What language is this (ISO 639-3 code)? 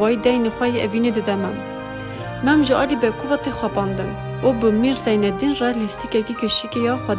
kur